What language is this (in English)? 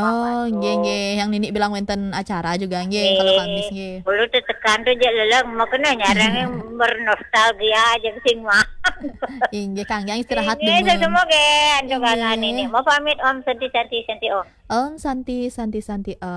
Balinese